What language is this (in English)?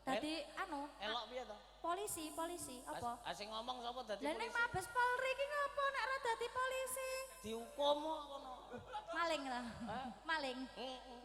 Javanese